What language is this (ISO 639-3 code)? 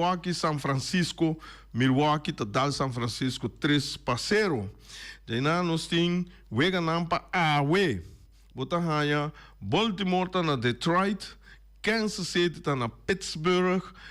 pap